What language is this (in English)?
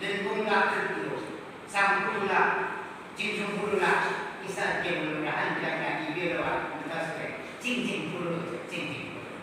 Yimchungru Naga